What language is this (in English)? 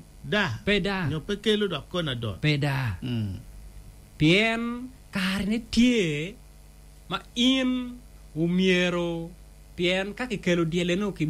Acoli